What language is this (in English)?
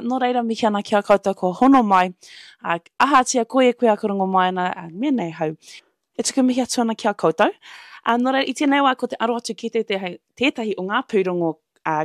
Māori